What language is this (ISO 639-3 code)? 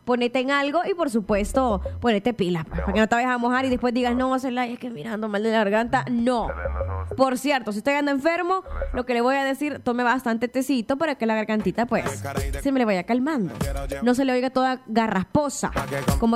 spa